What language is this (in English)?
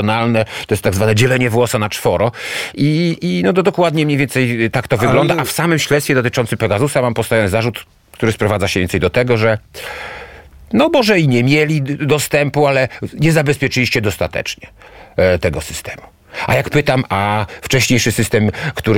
Polish